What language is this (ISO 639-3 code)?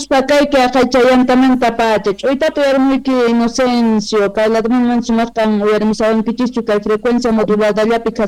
que